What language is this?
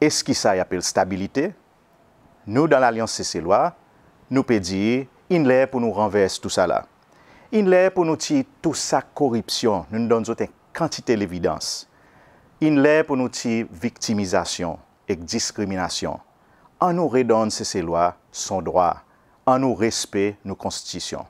Seselwa Creole French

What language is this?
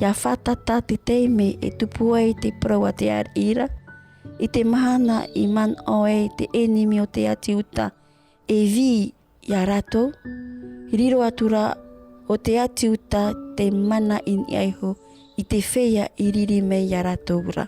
Tahitian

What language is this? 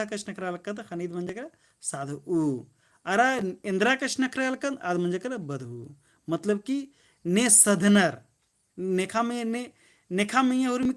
Kurukh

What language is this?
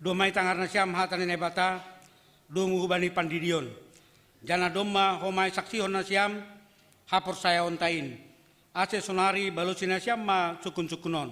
Batak Simalungun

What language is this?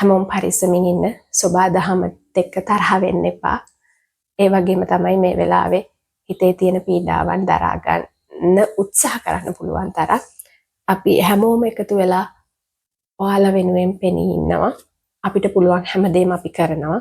Sinhala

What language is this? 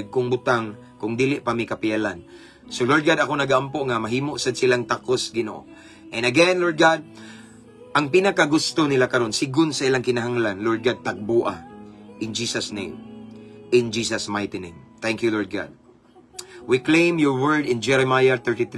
Cebuano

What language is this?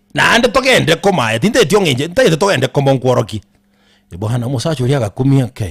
Gusii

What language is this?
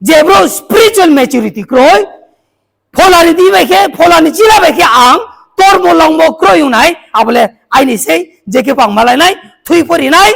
Riang (India)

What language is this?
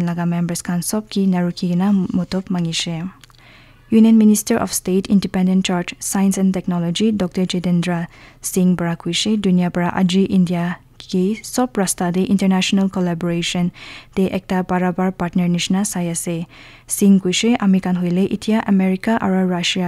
Naga Pidgin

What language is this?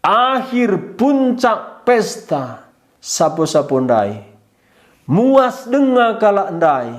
Batak Karo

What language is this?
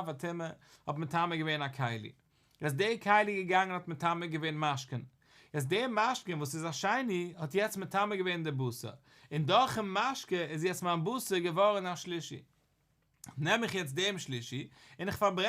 Yiddish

